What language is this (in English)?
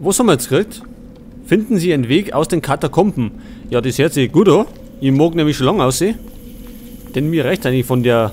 Bavarian